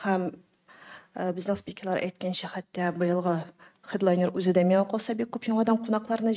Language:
Tatar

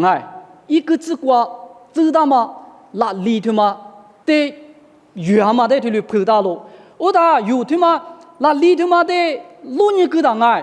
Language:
Lisu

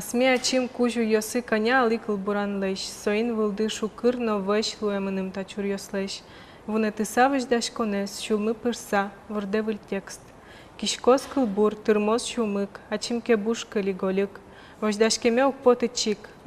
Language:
Udmurt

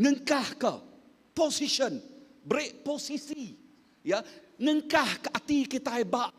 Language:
Iban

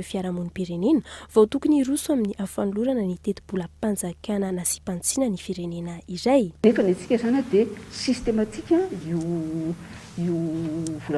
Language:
Malagasy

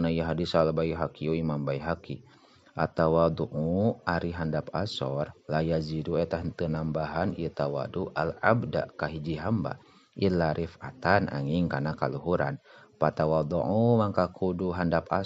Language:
Sundanese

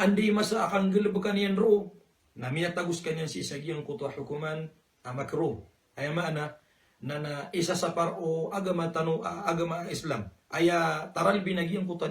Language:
Maranao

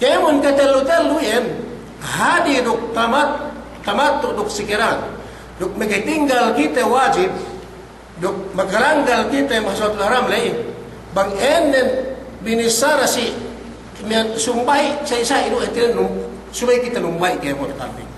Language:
Yakan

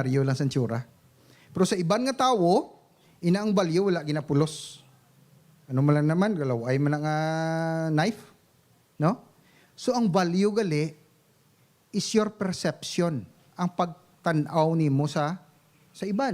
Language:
Hiligaynon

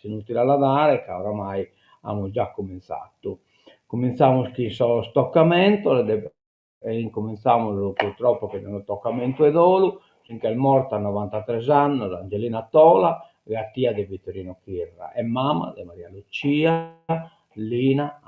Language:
Sardinian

